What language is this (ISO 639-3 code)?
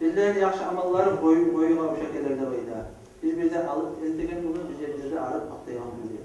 kum